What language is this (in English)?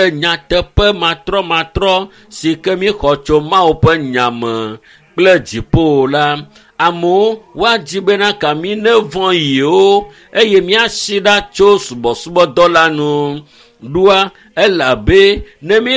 Ewe